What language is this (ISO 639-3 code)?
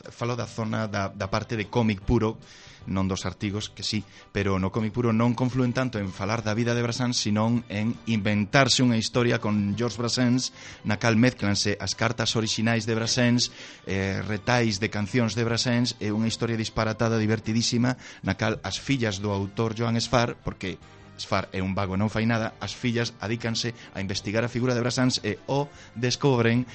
glg